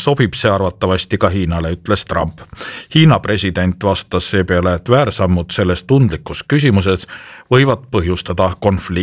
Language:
Estonian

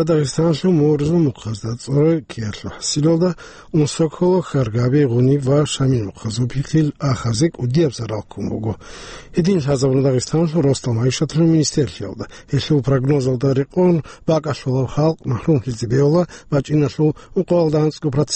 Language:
Avaric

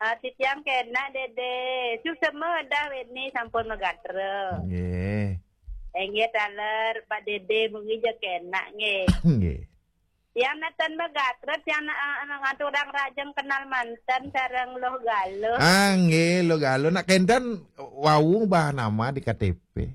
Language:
Balinese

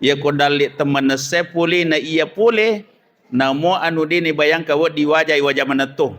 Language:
Buginese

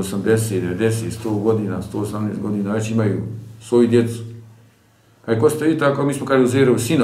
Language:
Bosnian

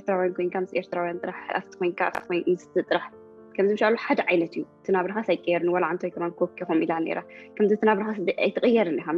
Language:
Tigrinya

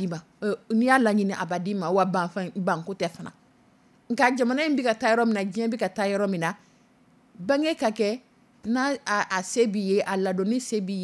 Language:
Dyula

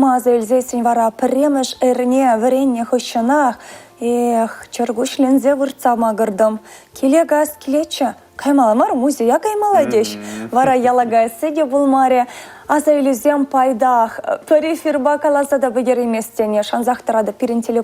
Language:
Chuvash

